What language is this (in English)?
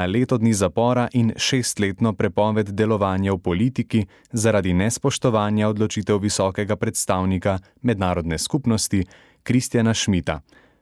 Slovenian